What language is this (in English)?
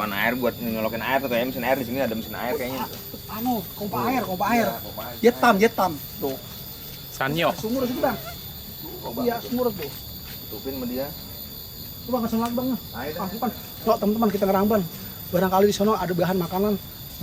Betawi